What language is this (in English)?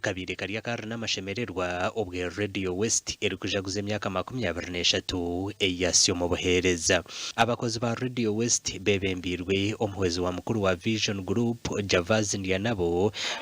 Nyankole